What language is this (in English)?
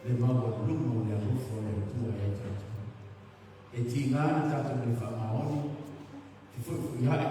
Samoan